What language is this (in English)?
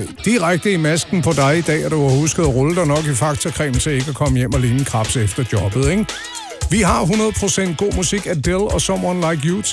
Danish